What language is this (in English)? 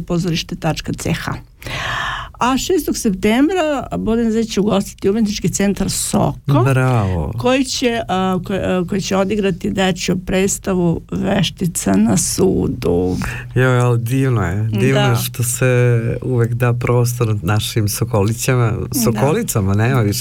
Serbian